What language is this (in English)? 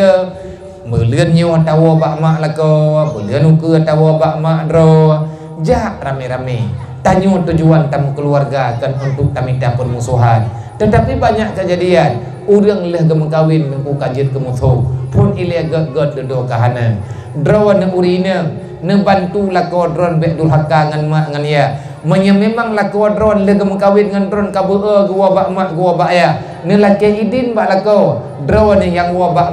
Achinese